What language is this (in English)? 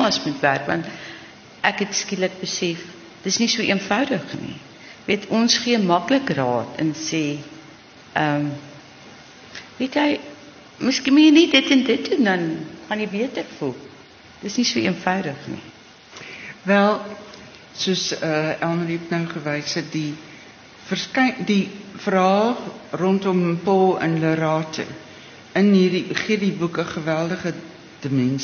Afrikaans